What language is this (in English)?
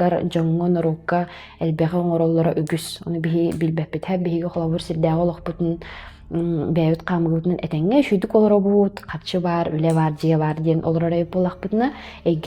Yakut